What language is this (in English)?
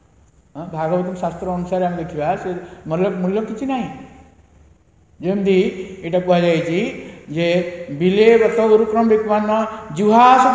Odia